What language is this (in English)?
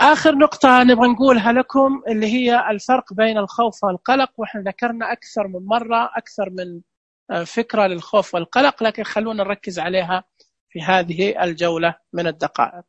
Najdi Arabic